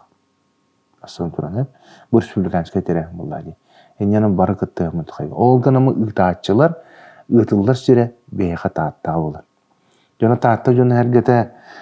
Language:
Yakut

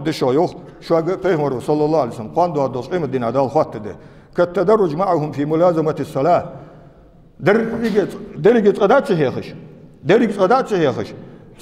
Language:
Ingush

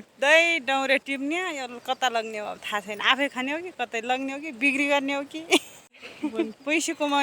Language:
Nepali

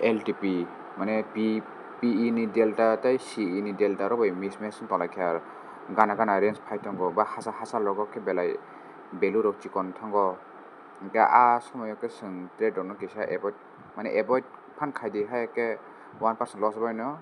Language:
Kok Borok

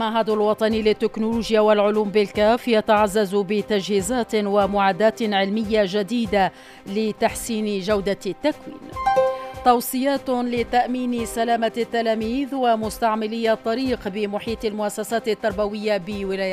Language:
Arabic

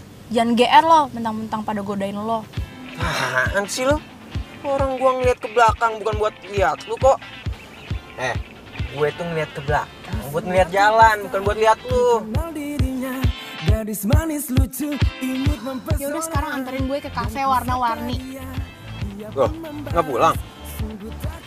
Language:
Indonesian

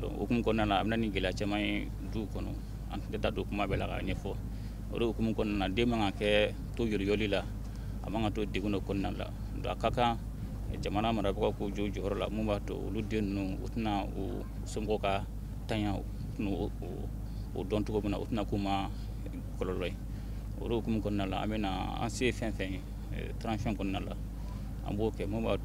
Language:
Bambara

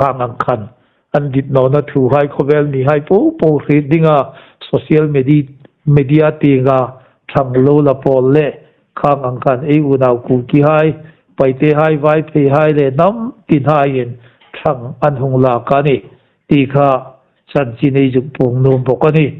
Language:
Hmar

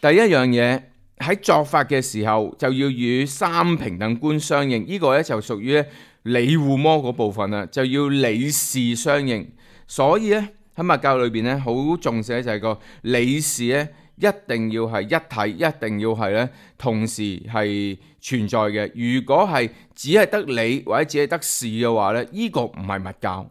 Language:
Cantonese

